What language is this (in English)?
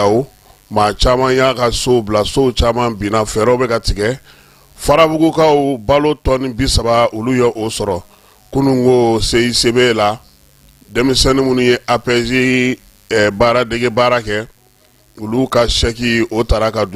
Bambara